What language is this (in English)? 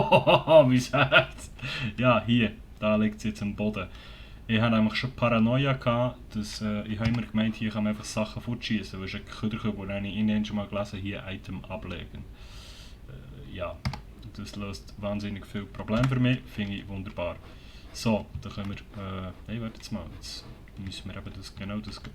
Swiss German